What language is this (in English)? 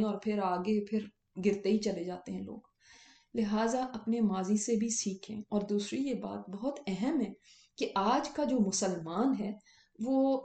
Urdu